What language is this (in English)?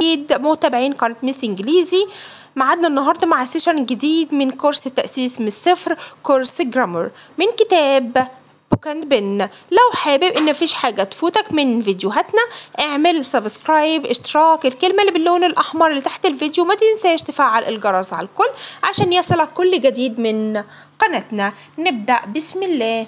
Egyptian Arabic